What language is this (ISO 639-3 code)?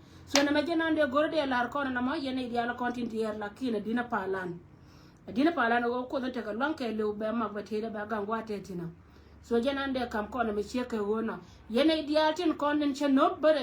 nus